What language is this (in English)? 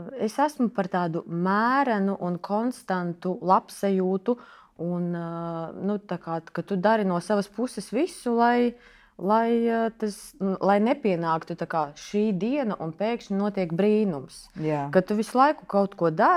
Latvian